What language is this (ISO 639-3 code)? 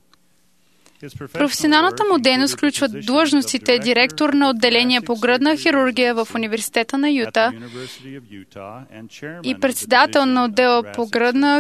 bul